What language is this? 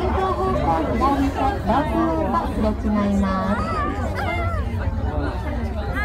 Japanese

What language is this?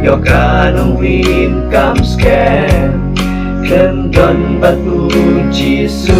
Khasi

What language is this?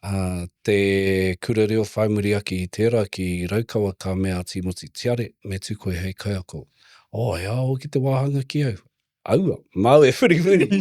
Māori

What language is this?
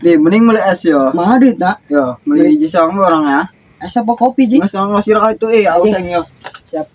Sundanese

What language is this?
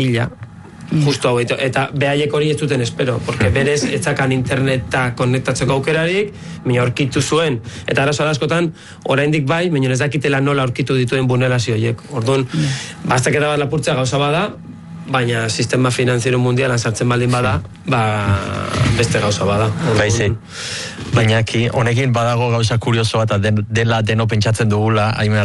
Basque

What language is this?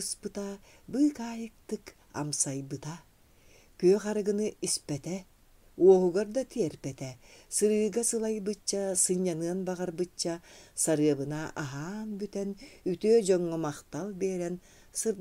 Yakut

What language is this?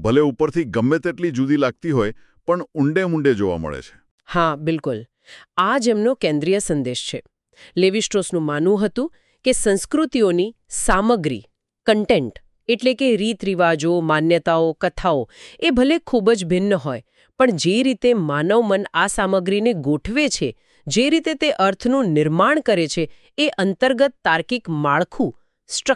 Gujarati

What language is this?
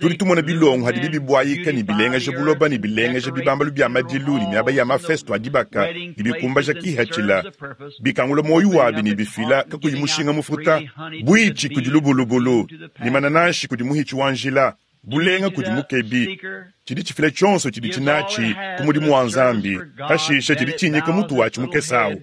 Luba-Lulua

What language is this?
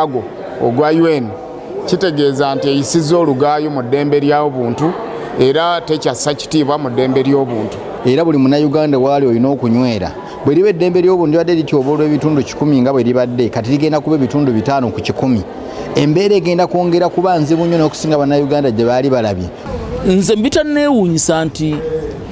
Ganda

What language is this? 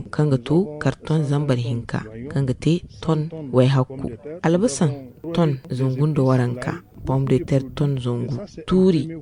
Zarma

